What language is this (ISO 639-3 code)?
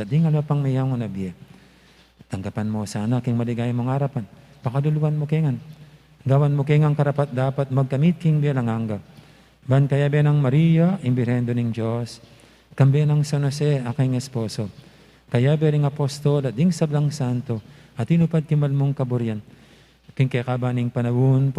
pam